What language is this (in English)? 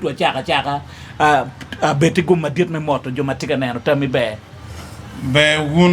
Acoli